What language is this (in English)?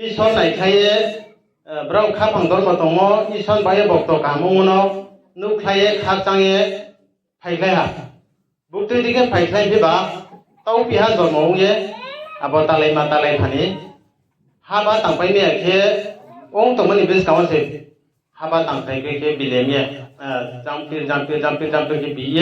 Riang (India)